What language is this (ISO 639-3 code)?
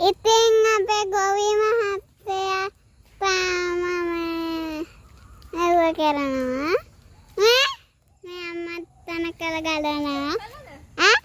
sin